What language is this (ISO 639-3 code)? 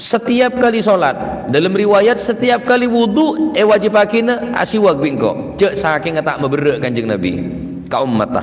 mad